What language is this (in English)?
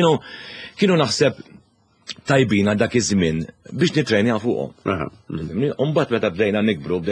Maltese